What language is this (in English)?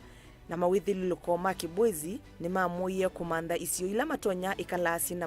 Kamba